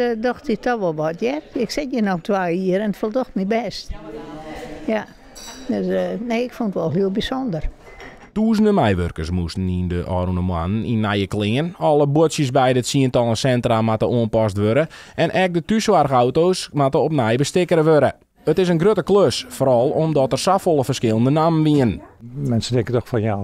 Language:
Western Frisian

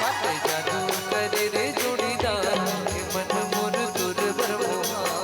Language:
Chhattisgarhi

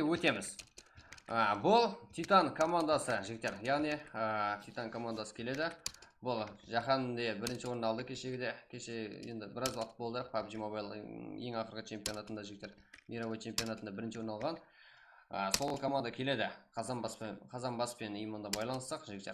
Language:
Kara-Kalpak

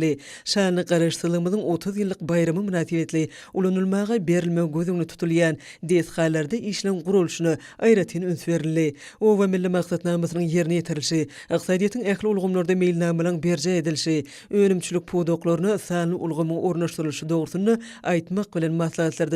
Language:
Turkmen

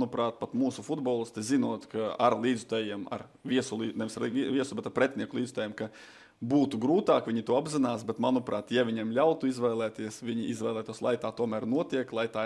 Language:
Latvian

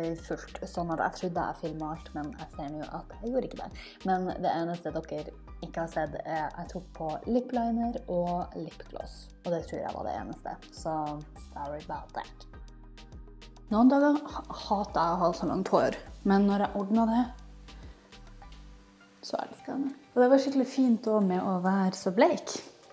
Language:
Norwegian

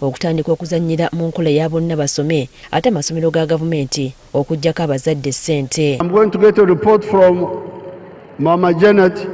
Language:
Ganda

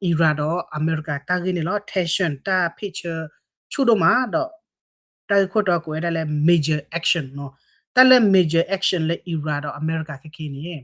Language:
S'gaw Karen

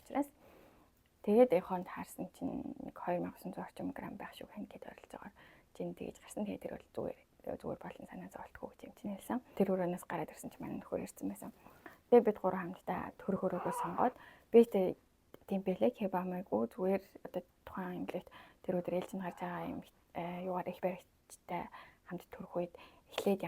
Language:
Mongolian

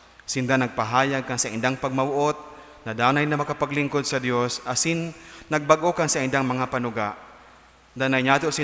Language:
Bikol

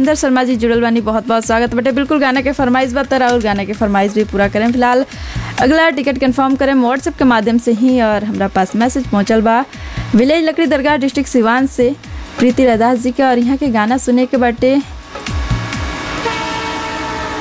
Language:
Bhojpuri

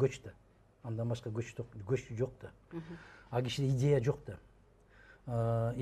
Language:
Kyrgyz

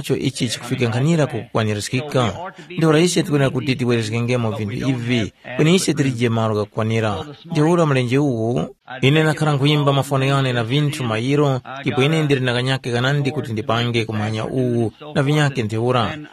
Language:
Tumbuka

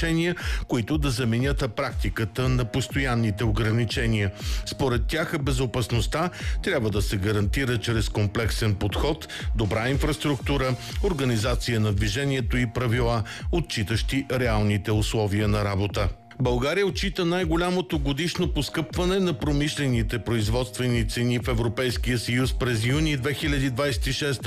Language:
Bulgarian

